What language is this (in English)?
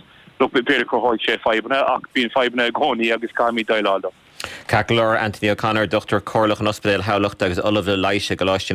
Irish